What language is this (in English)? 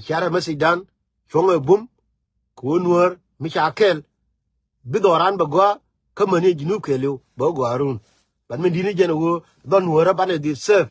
Nuer